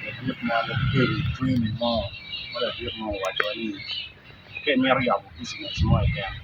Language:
Acoli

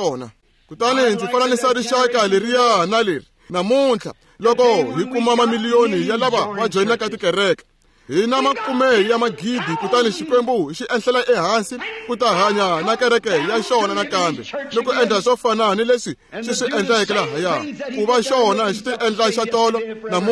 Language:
Tsonga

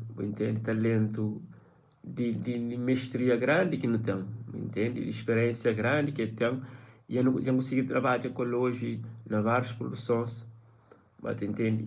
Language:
Kabuverdianu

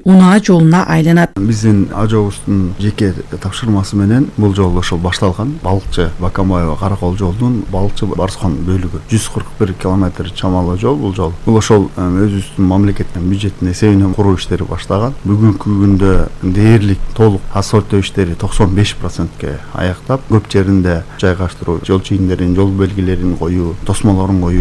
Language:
Kyrgyz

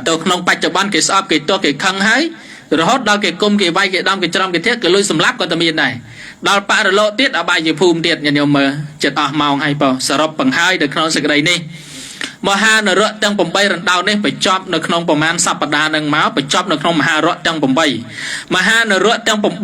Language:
Khmer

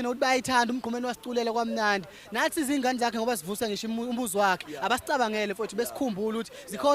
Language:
Zulu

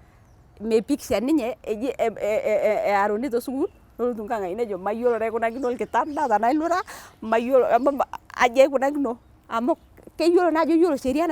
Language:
Masai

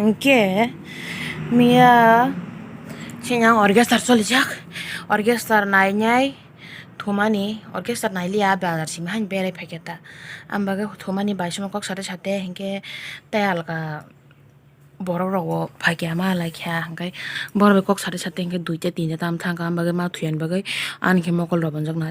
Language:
Kok Borok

